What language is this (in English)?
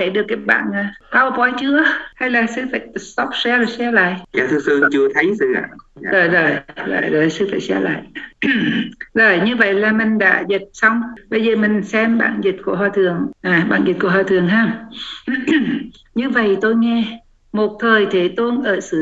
Vietnamese